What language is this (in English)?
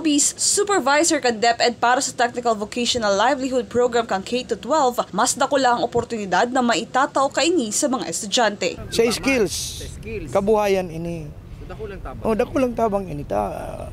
Bikol